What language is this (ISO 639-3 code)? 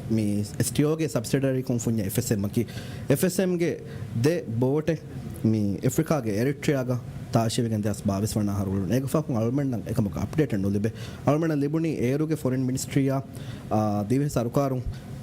div